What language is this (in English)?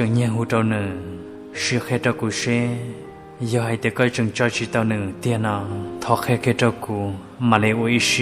Hmong